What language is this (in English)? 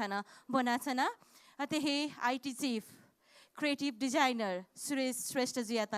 Newari